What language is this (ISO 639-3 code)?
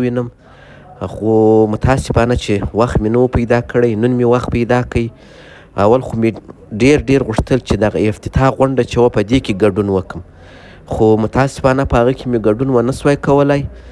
pus